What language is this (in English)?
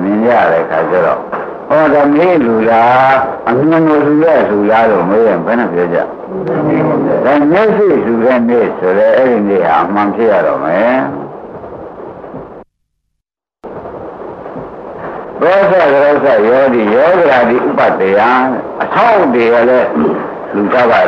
Burmese